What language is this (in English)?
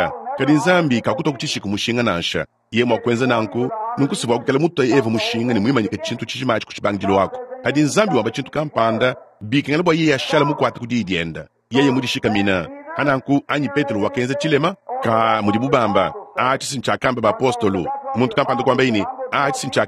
Luba-Lulua